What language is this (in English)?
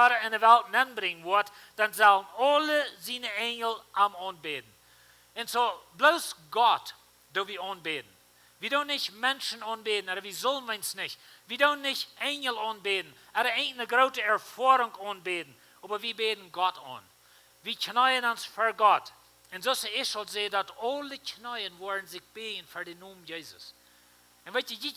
Plautdietsch